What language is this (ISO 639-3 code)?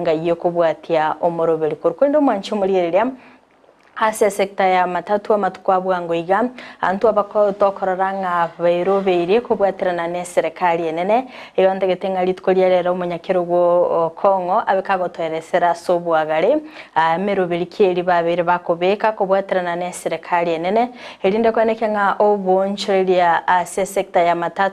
guz